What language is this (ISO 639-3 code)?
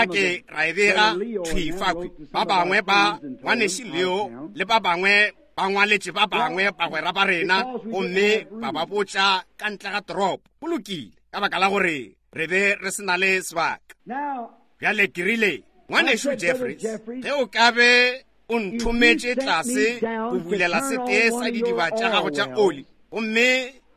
nso